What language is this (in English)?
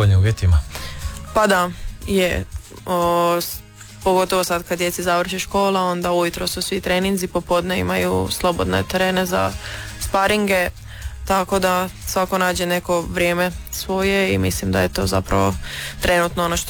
Croatian